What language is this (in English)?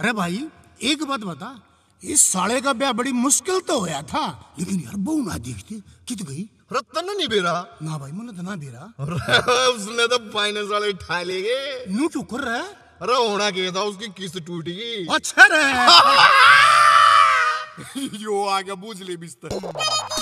Hindi